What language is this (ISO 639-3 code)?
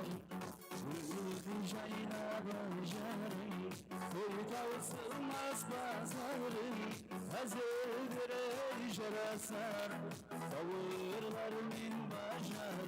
kaa